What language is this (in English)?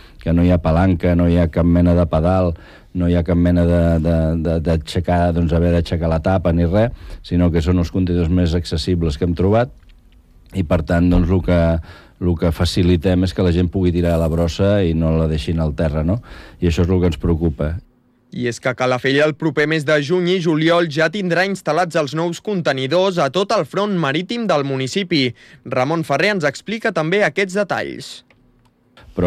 Catalan